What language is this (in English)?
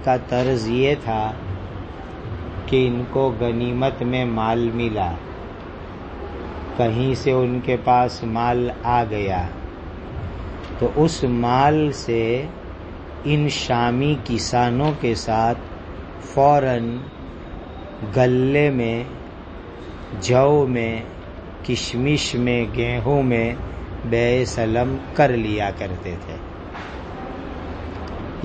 Urdu